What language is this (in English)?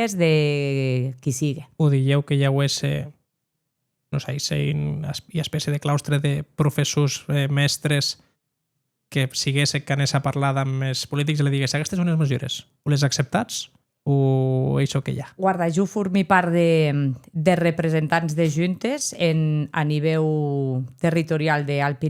Occitan